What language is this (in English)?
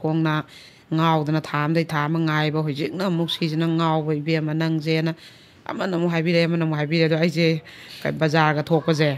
Manipuri